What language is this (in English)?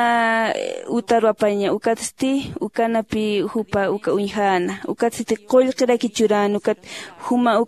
Aymara